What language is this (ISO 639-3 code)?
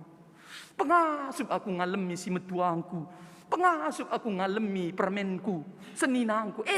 btx